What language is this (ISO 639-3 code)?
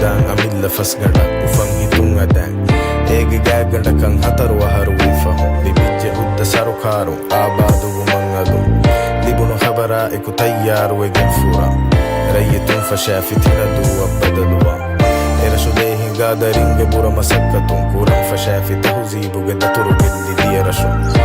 div